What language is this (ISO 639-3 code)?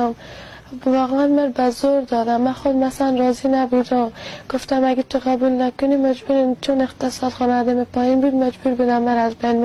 fas